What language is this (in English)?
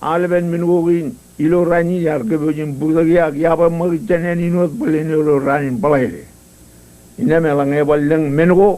Marshallese